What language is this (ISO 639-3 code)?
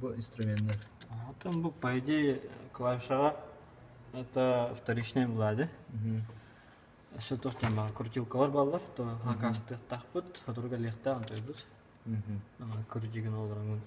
sah